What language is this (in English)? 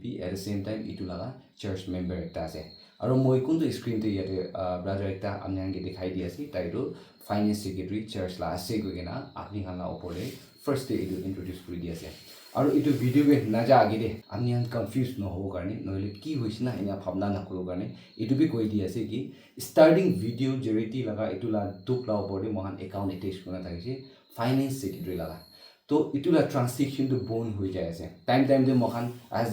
Naga Pidgin